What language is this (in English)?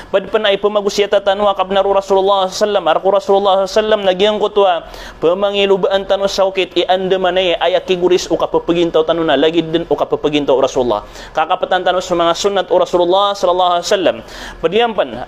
Maranao